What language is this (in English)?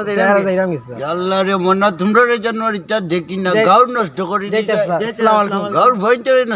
Sylheti